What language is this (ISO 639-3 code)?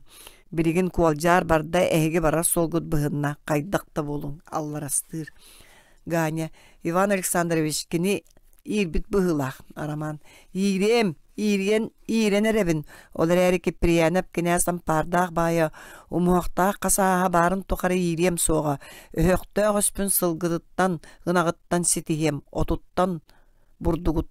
sah